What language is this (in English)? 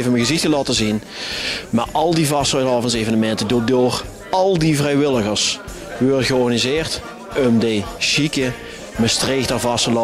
Limburgish